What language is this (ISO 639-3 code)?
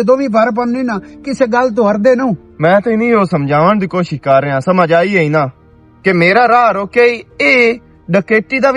lah